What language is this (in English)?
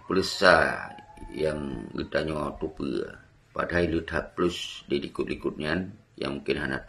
Achinese